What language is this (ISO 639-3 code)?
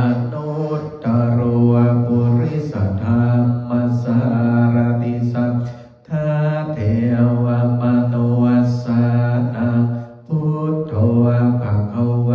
pli